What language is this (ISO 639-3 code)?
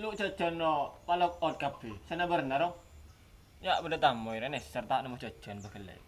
mad